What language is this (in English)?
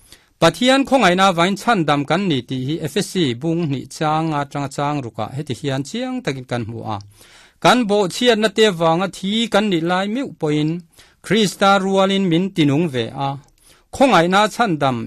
Mizo